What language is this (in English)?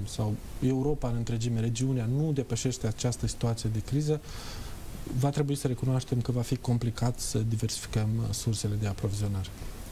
Romanian